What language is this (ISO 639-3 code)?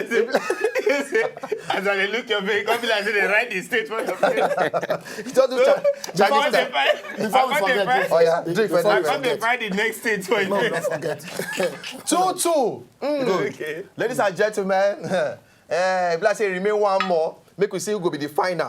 pcm